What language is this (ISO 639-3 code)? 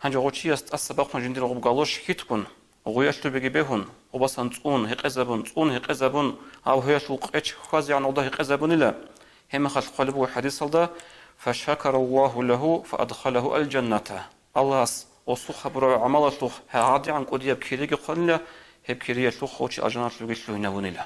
ava